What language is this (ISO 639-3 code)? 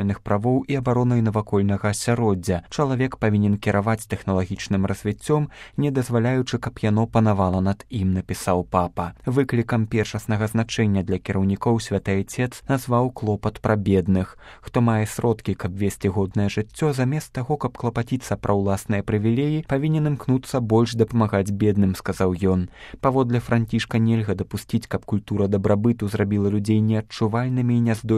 bel